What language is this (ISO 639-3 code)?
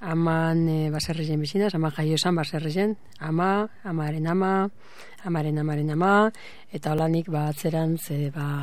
eus